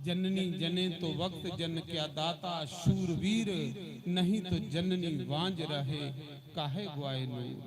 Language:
Dogri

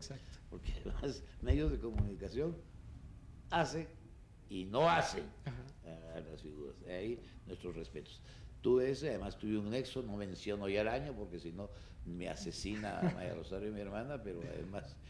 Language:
Spanish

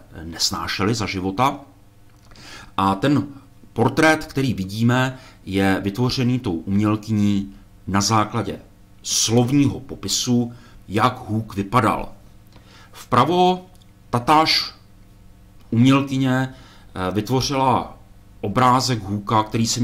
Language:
Czech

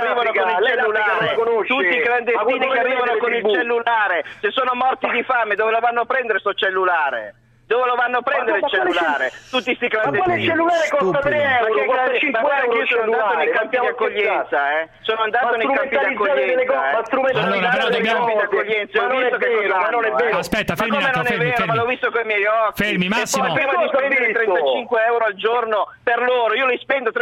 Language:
Italian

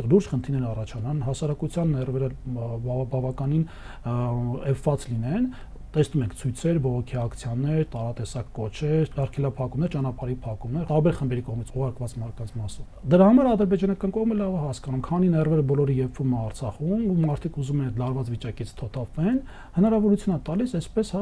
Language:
Armenian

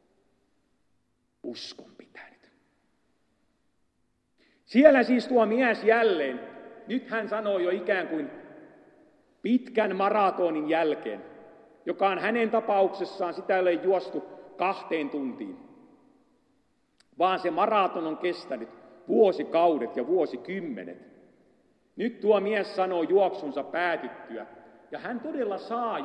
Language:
Finnish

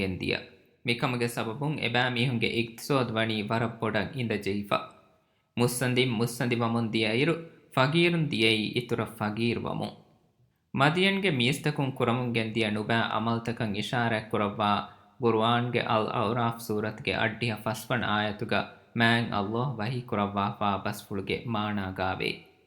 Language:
Divehi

